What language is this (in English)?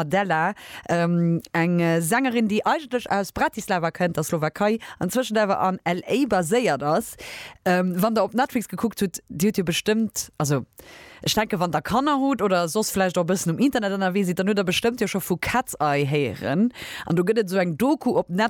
Luxembourgish